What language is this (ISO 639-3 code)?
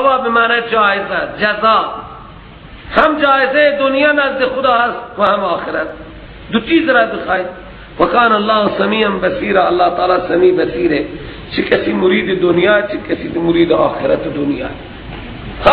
fas